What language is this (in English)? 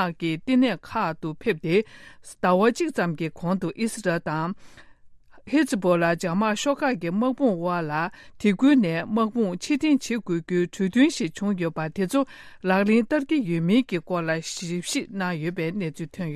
Tibetan